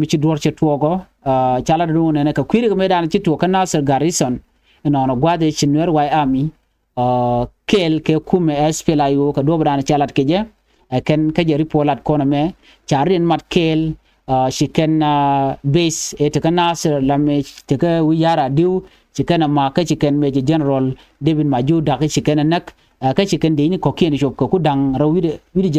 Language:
Nuer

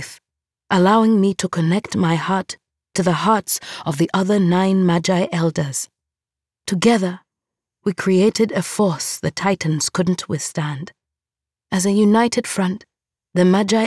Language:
English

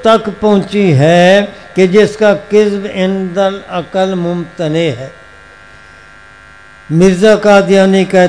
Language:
Urdu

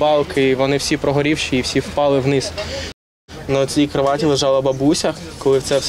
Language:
Ukrainian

